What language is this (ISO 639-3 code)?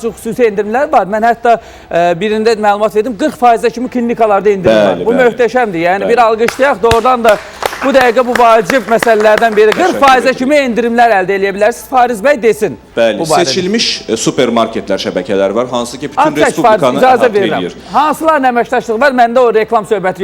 aze